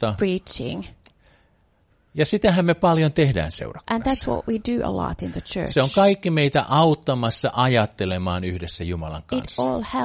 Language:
Finnish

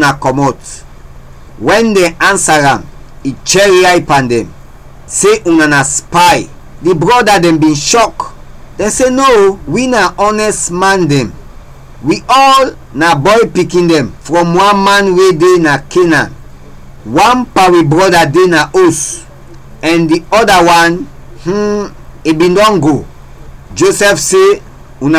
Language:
Krio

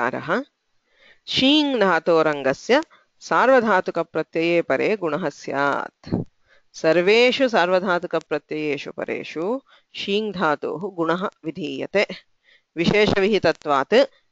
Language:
Sanskrit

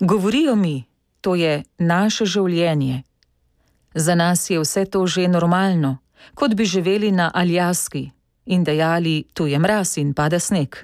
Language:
Slovenian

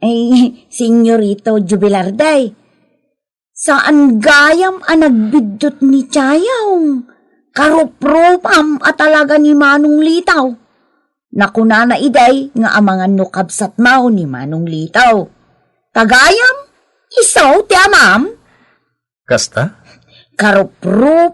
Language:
Iloko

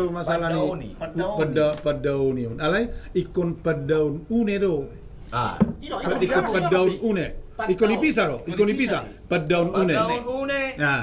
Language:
Batak Toba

